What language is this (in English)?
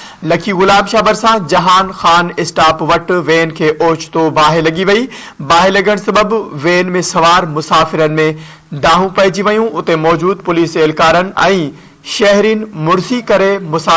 Sindhi